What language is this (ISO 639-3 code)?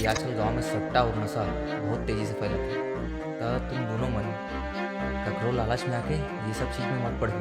hne